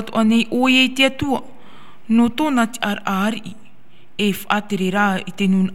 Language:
Tahitian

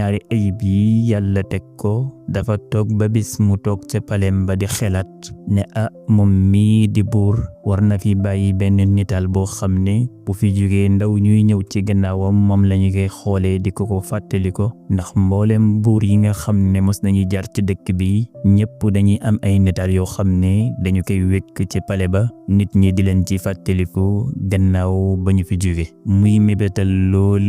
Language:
Wolof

